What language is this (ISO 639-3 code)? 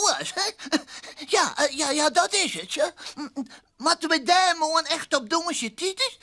fry